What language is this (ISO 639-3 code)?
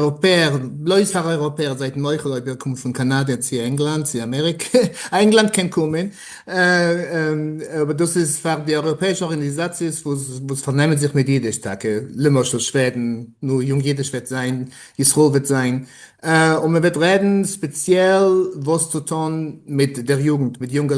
yid